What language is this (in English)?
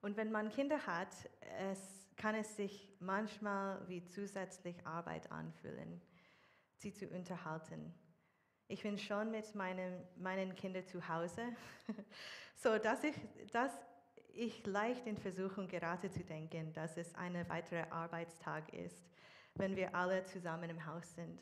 Swiss German